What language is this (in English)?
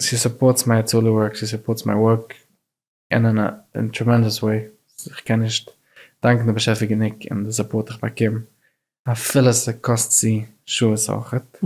Yiddish